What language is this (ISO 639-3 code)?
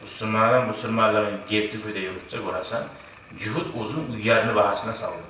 kum